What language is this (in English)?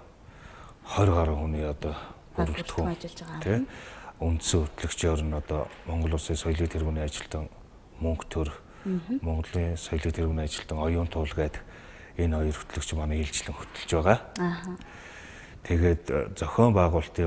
Mongolian